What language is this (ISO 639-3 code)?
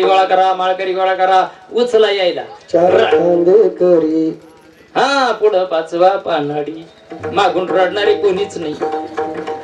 mar